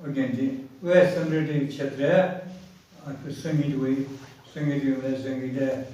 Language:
Newari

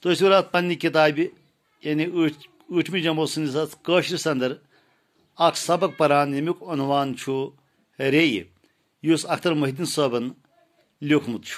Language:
Kashmiri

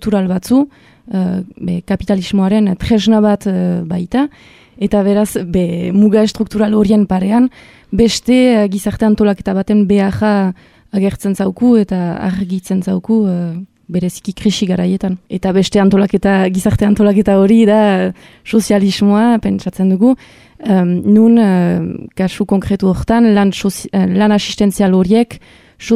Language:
Basque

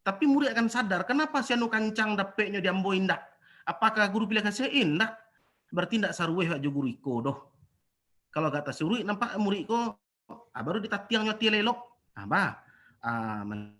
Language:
Minangkabau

